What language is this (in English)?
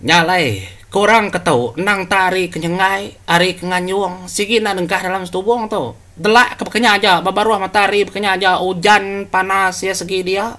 Iban